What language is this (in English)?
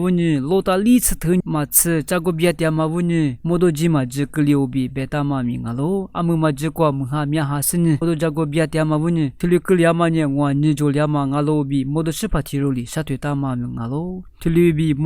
Lisu